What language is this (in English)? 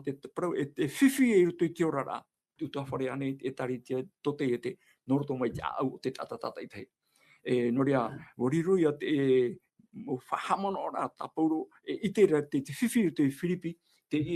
Tahitian